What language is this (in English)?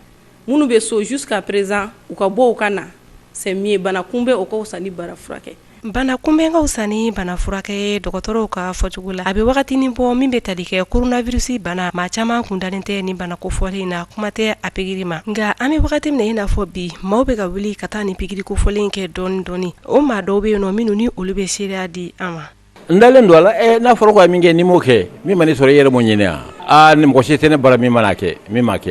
Bambara